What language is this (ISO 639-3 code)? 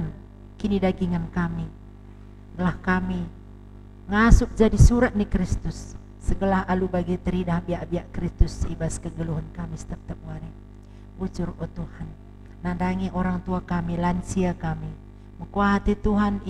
btx